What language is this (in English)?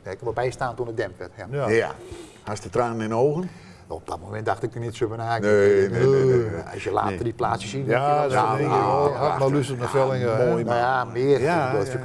Dutch